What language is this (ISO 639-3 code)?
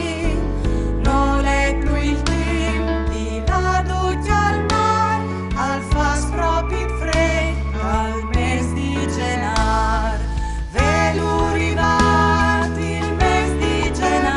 fur